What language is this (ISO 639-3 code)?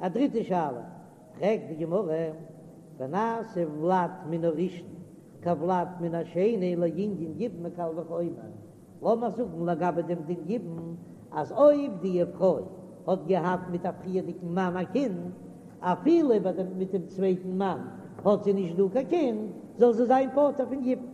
yid